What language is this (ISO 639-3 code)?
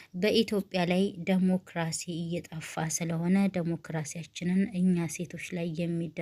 amh